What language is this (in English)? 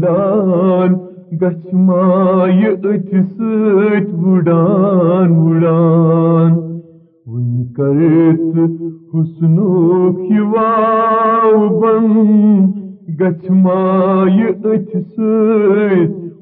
Kashmiri